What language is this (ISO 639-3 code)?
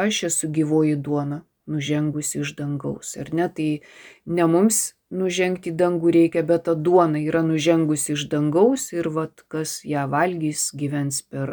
lit